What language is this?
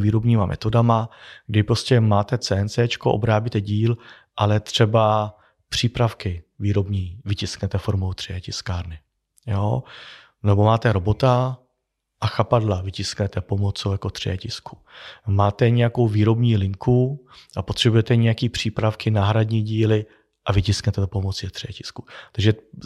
Czech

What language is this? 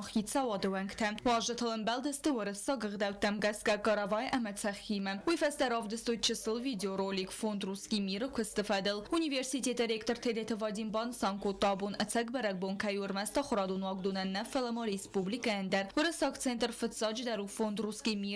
Ossetic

